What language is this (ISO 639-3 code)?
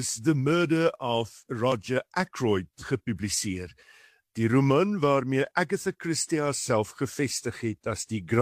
afr